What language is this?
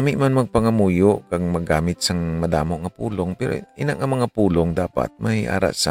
Hiligaynon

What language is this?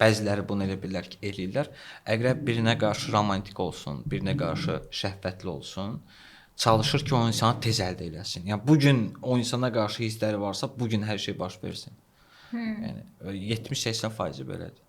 Azerbaijani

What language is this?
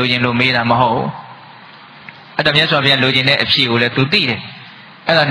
Burmese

